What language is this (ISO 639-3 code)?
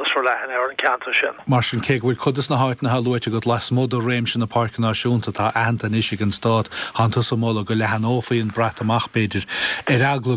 gle